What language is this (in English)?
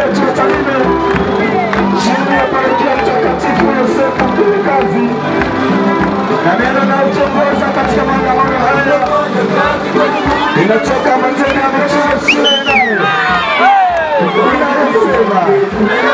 Swahili